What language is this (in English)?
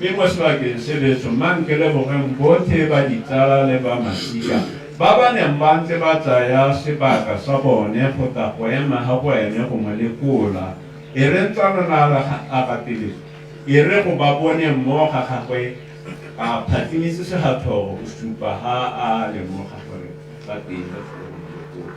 Tswana